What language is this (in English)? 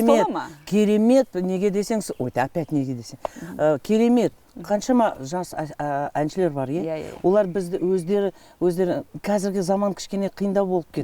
Kazakh